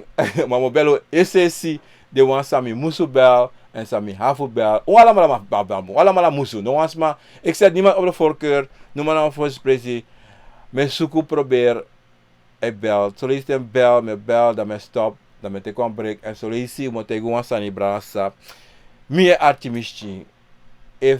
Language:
Sranan Tongo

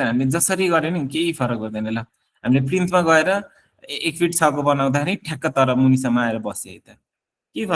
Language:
Nepali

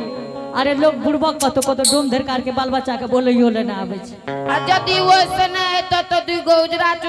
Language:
Angika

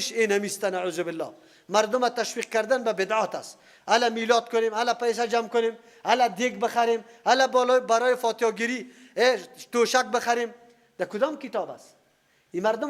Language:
Persian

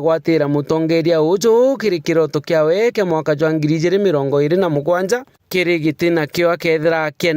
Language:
Meru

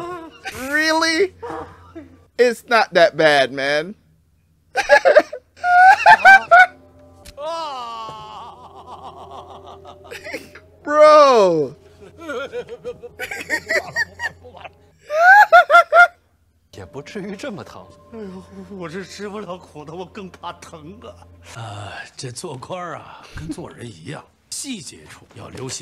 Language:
Chinese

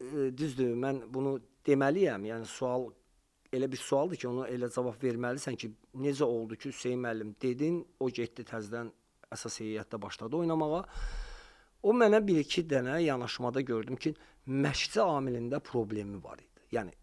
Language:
Azerbaijani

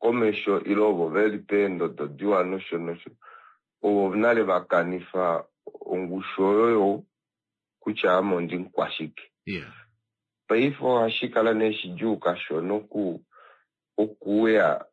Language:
Kuanyama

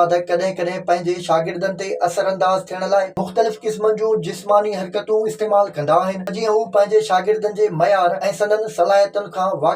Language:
Sindhi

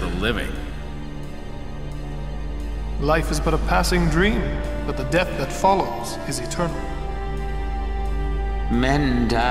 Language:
English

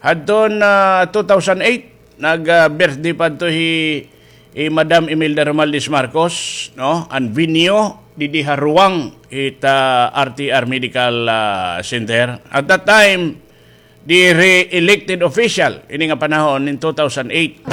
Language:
Waray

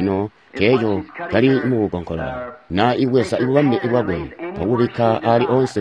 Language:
Tonga (Zambia)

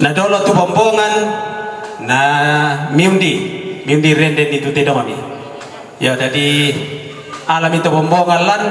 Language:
Toraja-Sa'dan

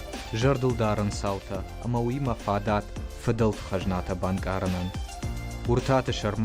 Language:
Ossetic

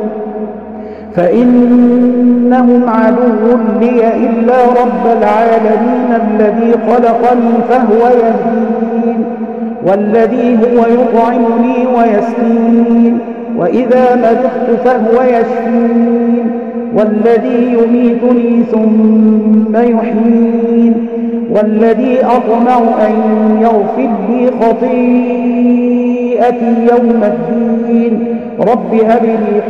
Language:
Arabic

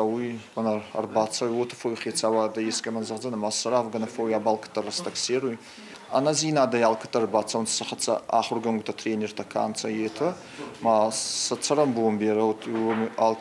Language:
Ossetic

